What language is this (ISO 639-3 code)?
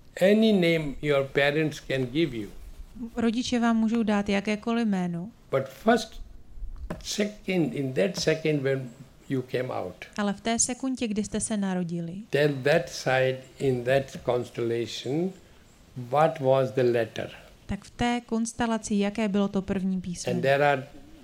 ces